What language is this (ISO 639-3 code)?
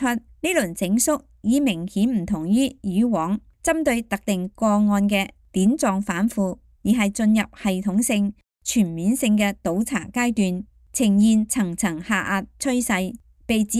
yue